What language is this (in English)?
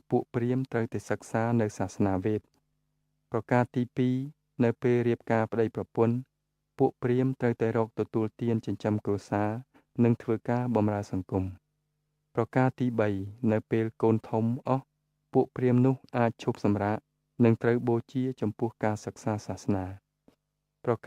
Khmer